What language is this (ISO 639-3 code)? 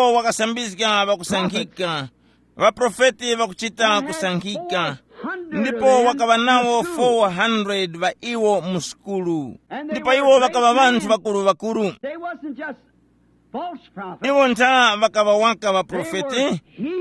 tum